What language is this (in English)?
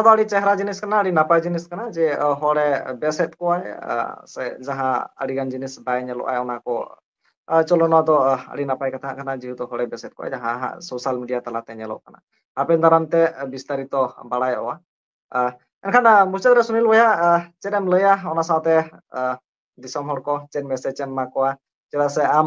Santali